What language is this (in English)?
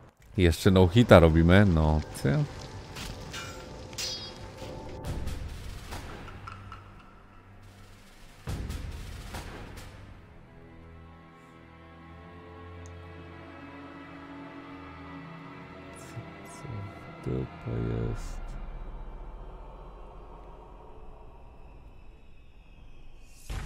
Polish